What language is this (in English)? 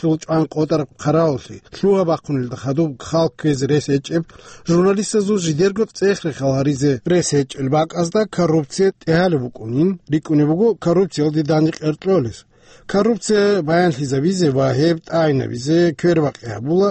Avaric